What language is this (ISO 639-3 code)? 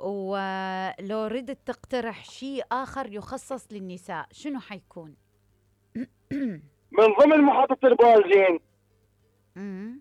acm